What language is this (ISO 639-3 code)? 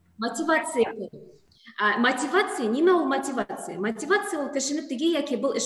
bak